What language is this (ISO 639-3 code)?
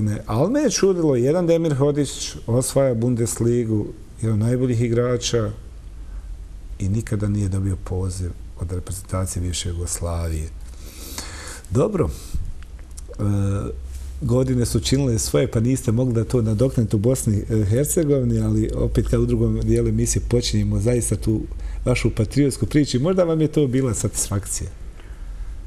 bos